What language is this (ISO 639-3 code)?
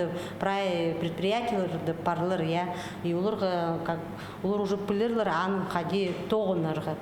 kjh